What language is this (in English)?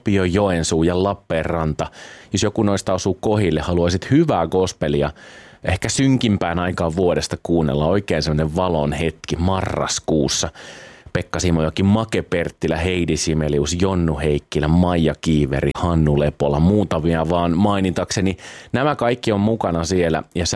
Finnish